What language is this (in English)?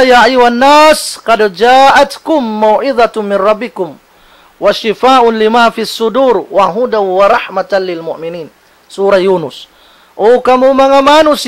Tausug